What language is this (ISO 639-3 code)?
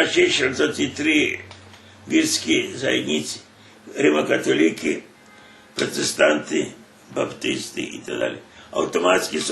rue